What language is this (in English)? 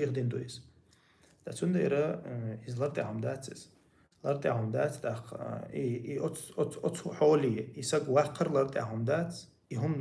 Chechen